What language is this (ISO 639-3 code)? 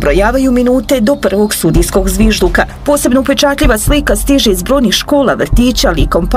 bos